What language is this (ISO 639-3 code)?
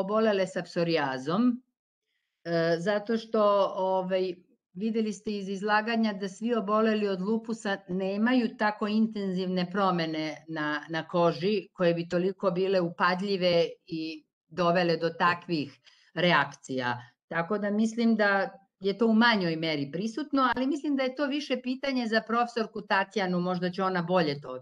srp